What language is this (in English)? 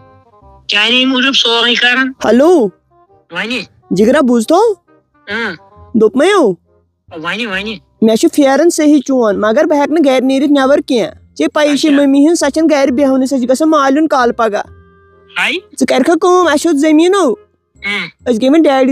Kashmiri